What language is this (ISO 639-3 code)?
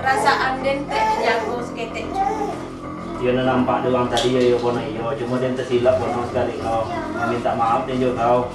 min